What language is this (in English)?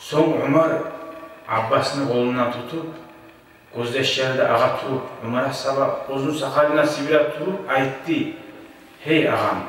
Kumyk